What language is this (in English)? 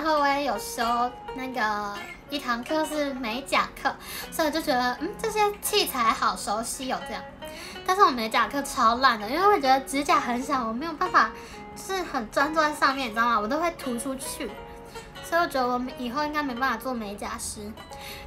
Chinese